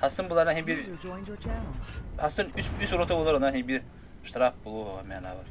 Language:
Yakut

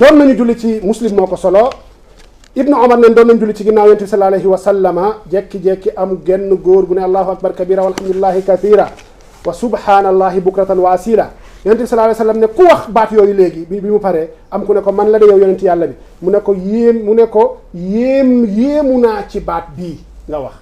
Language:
Wolof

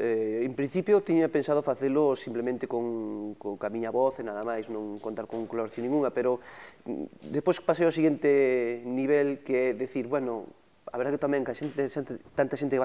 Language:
Galician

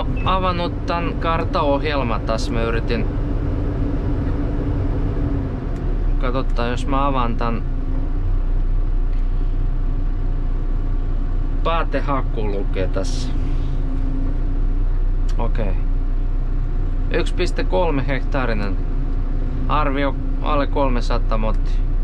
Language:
Finnish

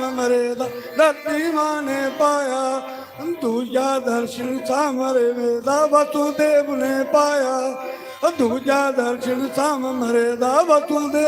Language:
Dogri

